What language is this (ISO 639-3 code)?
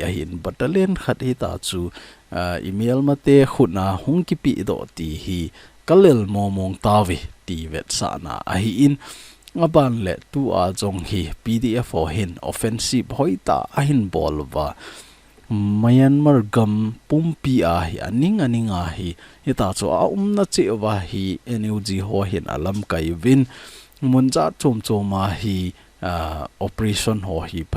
tcz